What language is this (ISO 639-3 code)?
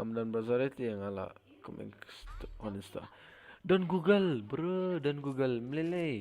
kha